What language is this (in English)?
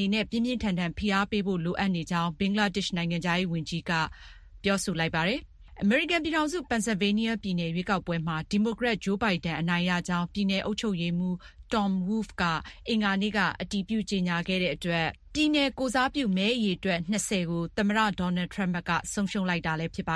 Burmese